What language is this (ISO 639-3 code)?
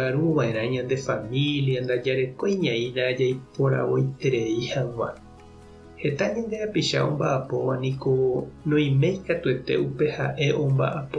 grn